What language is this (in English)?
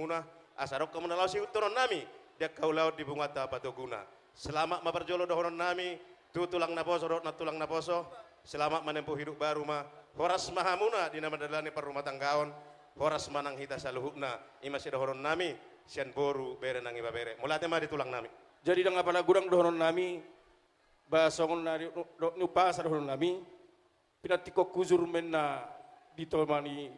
Batak Toba